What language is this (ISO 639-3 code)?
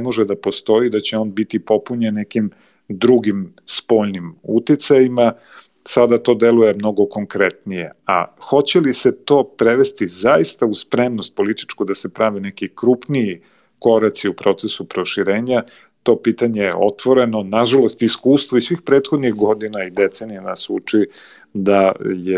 srp